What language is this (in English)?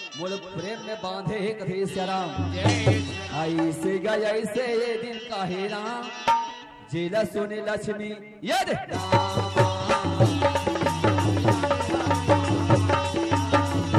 Chhattisgarhi